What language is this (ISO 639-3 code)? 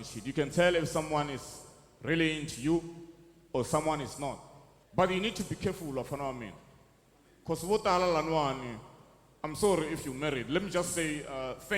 tso